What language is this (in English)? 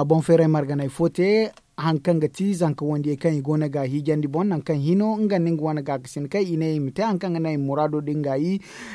Zarma